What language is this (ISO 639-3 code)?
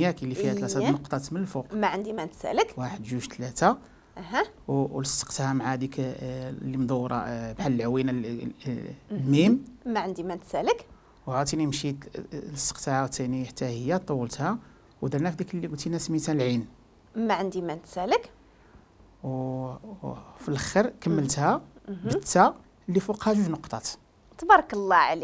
ary